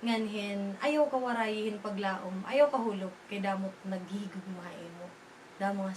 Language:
Waray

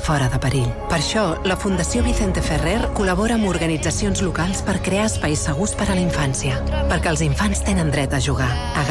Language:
Catalan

